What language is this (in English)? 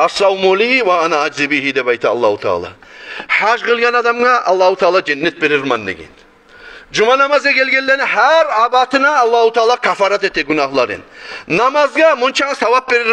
Kumyk